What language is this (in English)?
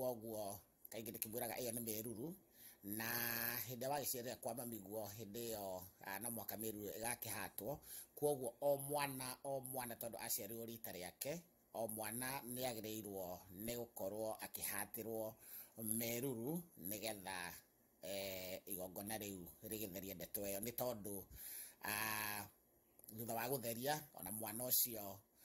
Kikuyu